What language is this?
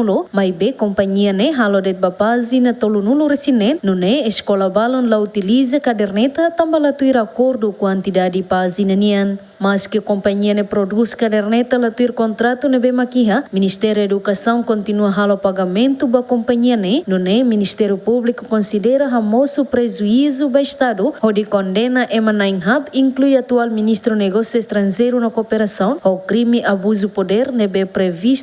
Tetum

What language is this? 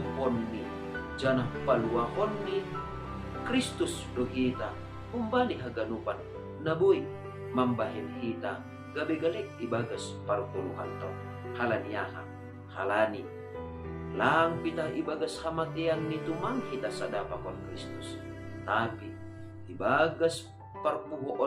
Batak Simalungun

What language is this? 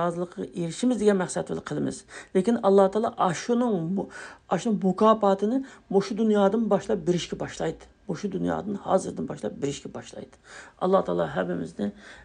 Uyghur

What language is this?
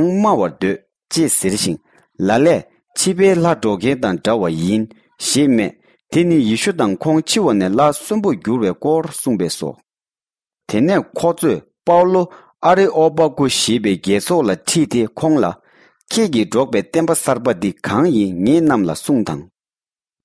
Tibetan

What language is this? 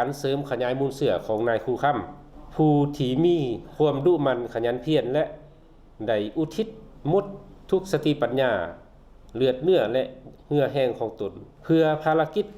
Lao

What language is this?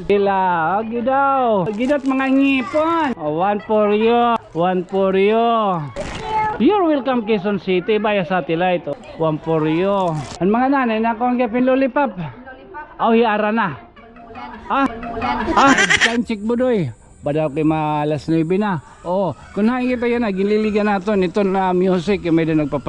Waray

